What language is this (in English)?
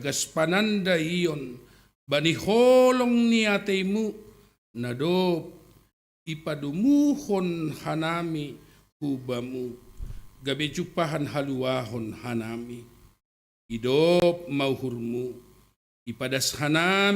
Batak Simalungun